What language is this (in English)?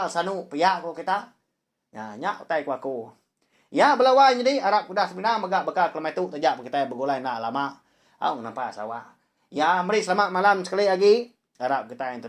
Iban